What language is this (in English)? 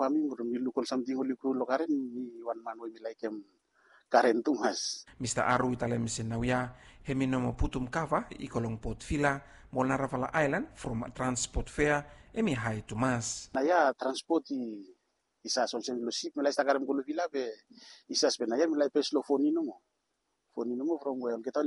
Bislama